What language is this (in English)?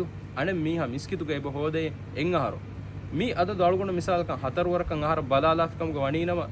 Divehi